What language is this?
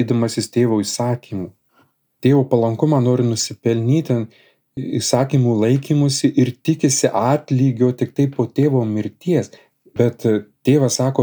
Lithuanian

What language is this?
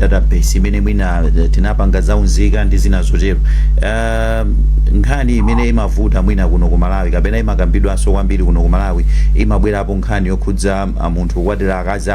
Nyanja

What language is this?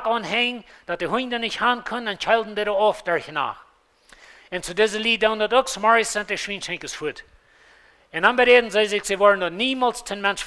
Plautdietsch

